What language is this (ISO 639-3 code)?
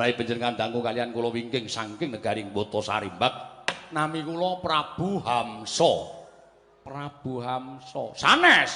jav